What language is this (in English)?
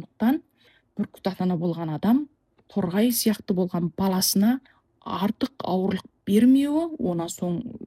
Kazakh